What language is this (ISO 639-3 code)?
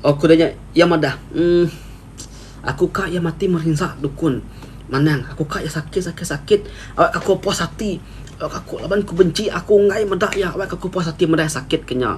iba